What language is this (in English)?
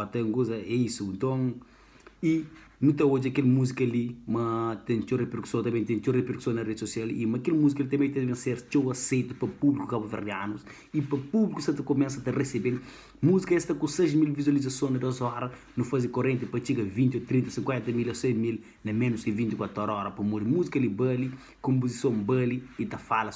Kabuverdianu